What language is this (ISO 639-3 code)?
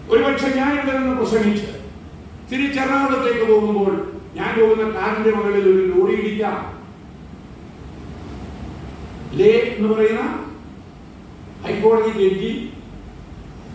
mal